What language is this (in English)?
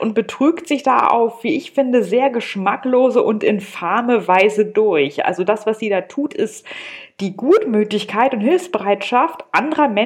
German